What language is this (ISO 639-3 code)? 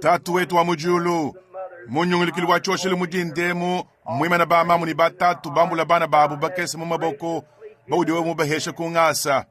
lua